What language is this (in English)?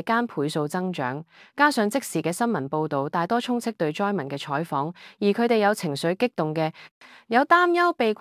Cantonese